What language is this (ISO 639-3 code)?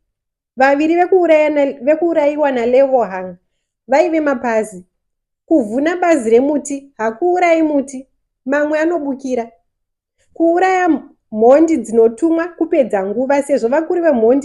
sna